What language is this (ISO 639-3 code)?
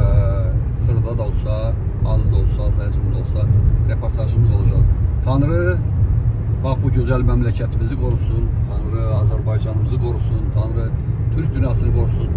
aze